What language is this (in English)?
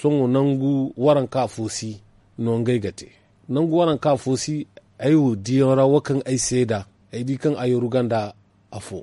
Zarma